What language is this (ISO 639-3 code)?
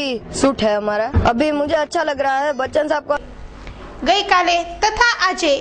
guj